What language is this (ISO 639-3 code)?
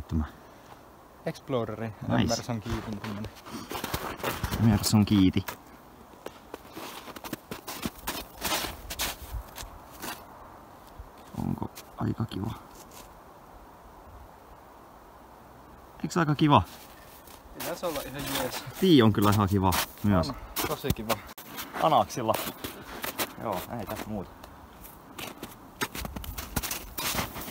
fin